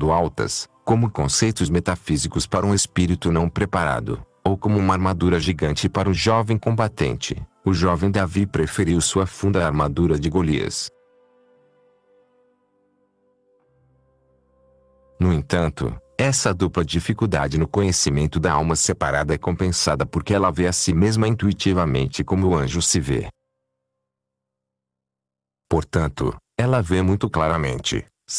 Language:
Portuguese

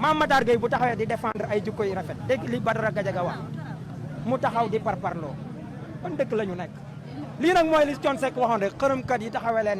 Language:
Wolof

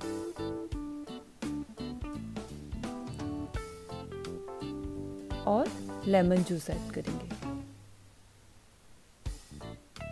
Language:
Hindi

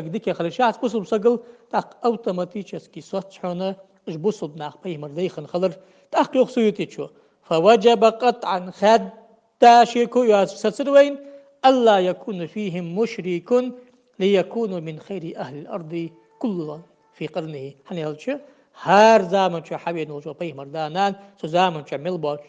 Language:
Ingush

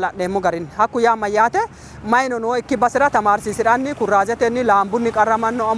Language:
Sidamo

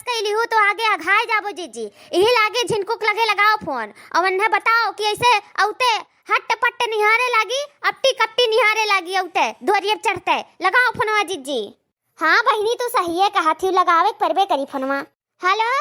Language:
Awadhi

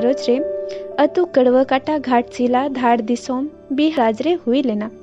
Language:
Santali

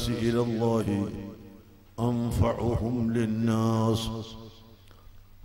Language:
Malayalam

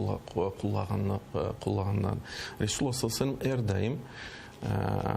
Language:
Crimean Tatar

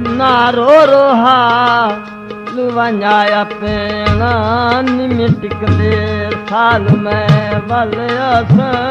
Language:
Saraiki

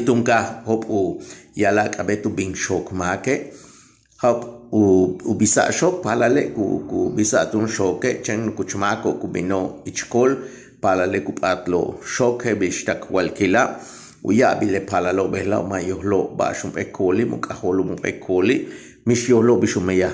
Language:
Yucateco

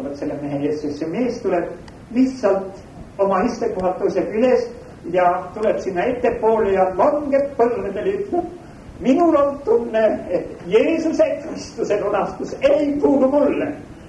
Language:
Estonian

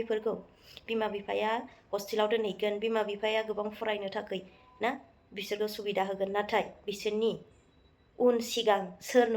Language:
Bodo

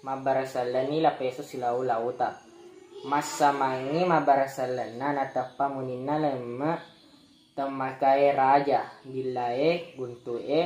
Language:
Buginese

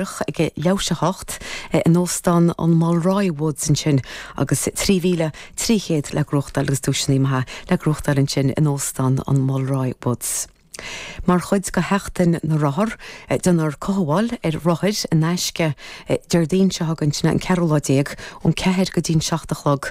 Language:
Irish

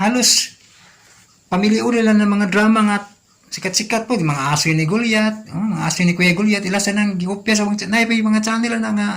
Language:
Cebuano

